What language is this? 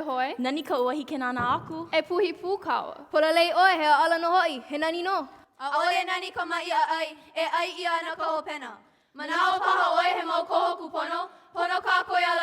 Hawaiian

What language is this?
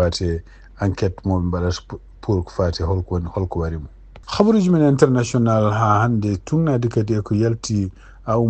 Fula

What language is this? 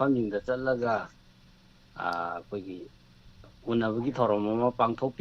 Manipuri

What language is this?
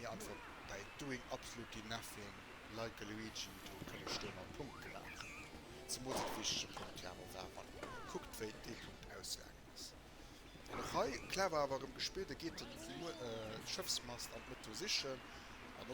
Luxembourgish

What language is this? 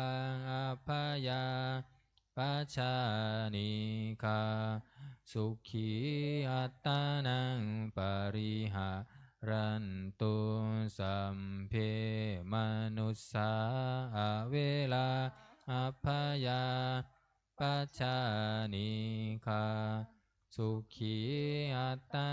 Pali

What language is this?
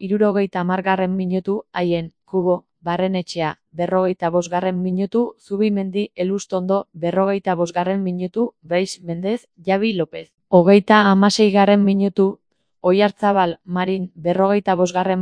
Basque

